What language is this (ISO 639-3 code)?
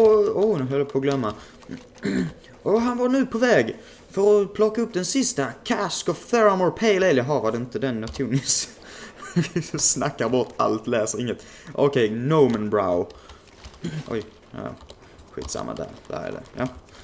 swe